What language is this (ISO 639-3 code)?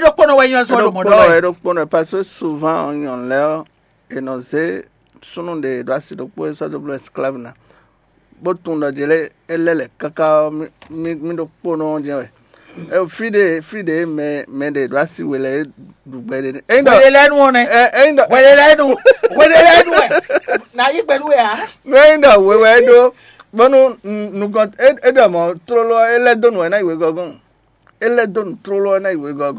fon